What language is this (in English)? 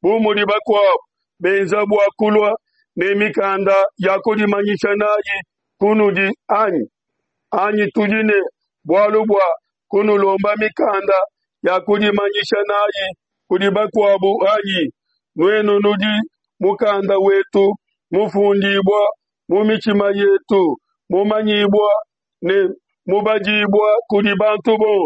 Luba-Lulua